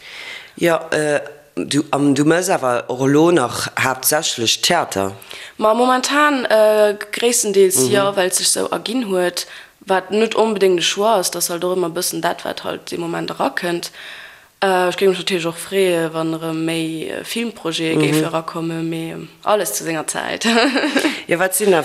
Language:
Luxembourgish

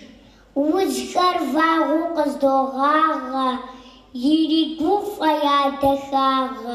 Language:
Kabardian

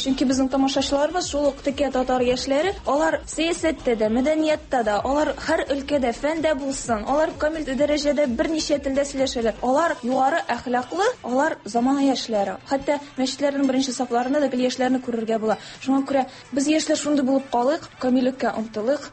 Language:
Tatar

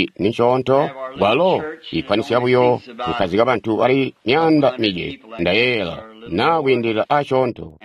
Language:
Tonga (Zambia)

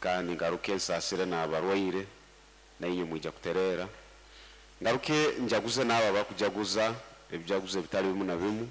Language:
Nyoro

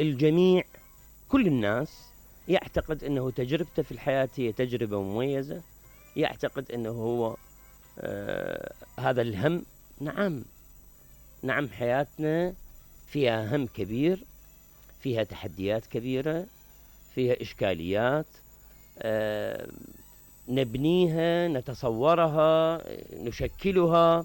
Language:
Mesopotamian Arabic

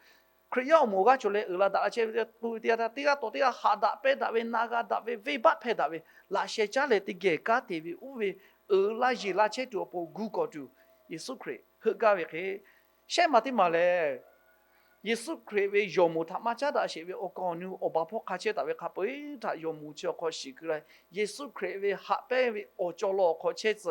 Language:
Lahu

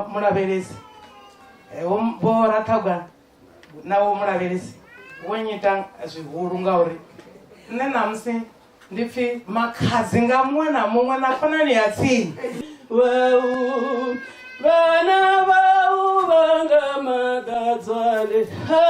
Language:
Venda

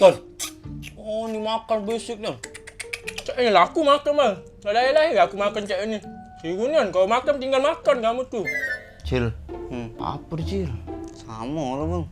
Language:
Musi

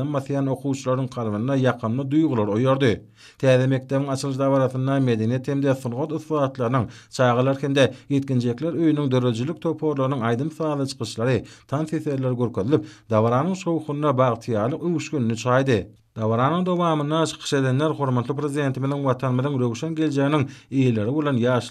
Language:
Turkmen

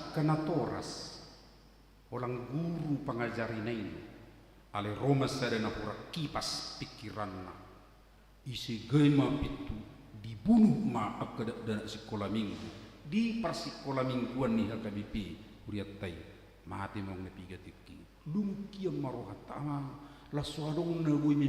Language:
Batak Toba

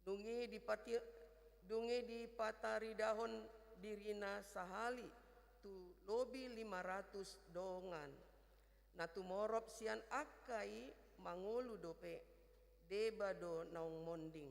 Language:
Batak Toba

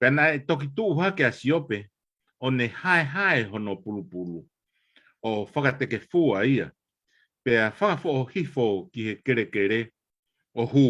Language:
Tongan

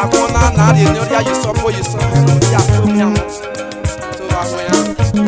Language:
Esan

